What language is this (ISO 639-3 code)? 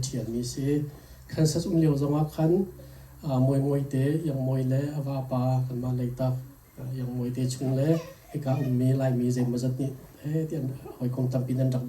cnh